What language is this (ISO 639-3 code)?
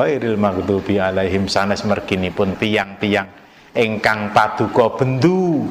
jav